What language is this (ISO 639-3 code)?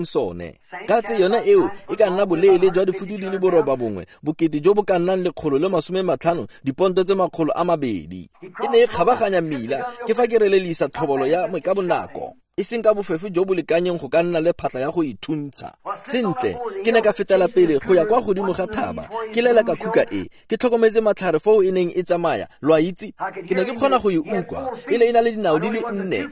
tsn